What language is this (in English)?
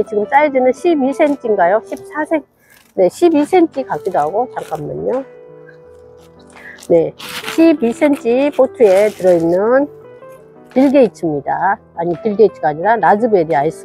Korean